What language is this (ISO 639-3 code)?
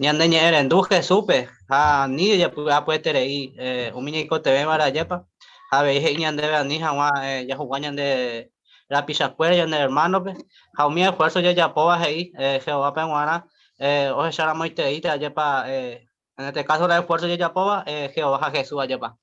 grn